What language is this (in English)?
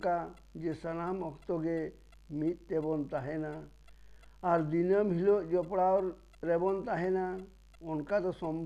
Santali